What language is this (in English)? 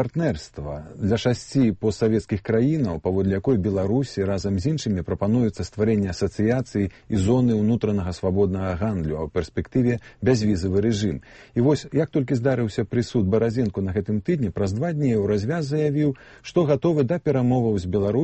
Belarusian